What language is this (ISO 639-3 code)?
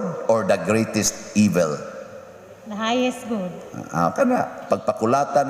ceb